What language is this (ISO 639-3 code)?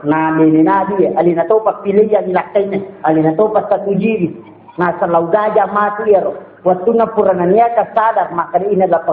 bug